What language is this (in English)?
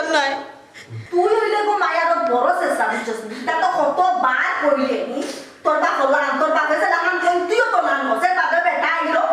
Sylheti